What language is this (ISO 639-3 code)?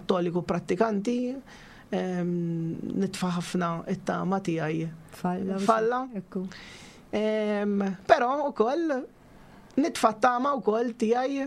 mlt